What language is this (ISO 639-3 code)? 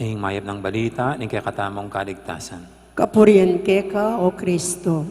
pam